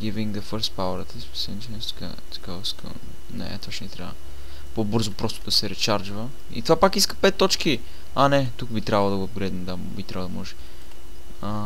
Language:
Bulgarian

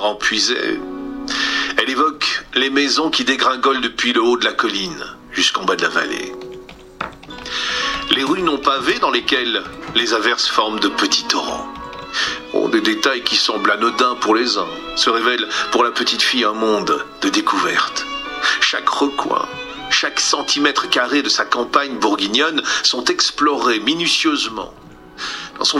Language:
French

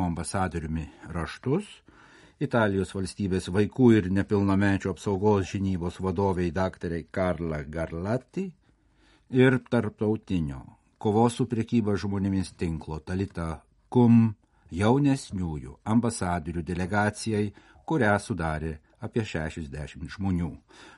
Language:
Lithuanian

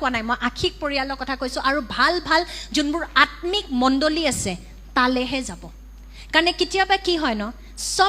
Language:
Assamese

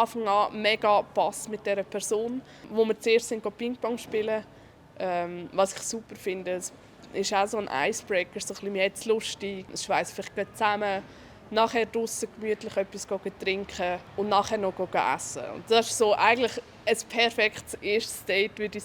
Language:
Swiss German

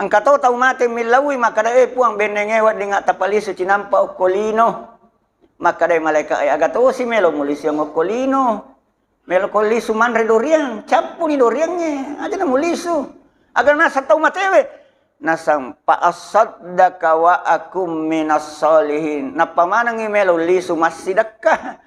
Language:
Buginese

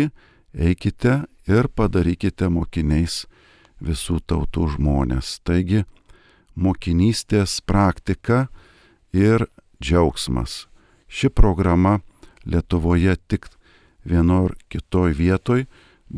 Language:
Lithuanian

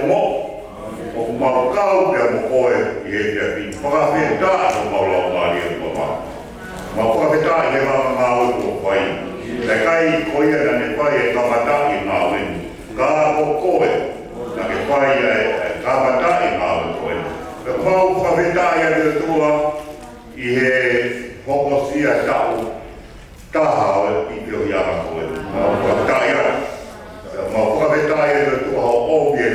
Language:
Tongan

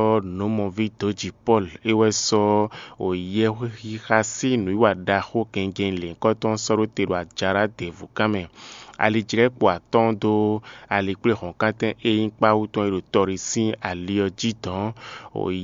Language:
Fon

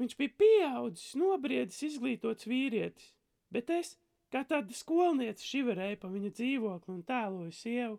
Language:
Latvian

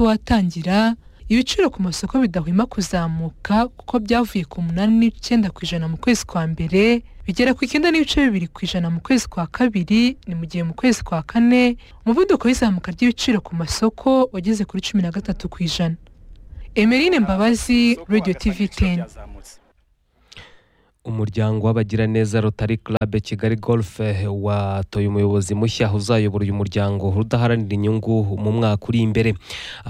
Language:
Kinyarwanda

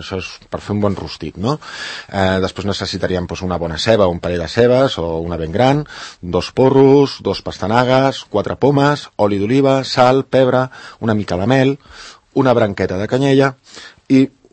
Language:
Catalan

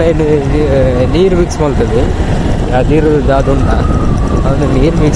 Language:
Tulu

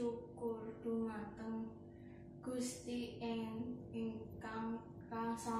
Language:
Javanese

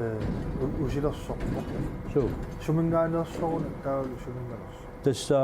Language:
Kalaallisut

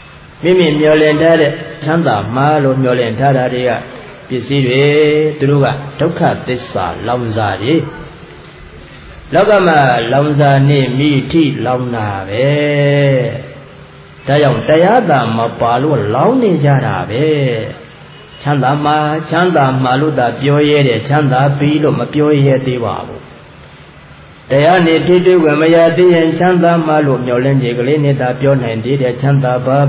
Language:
Burmese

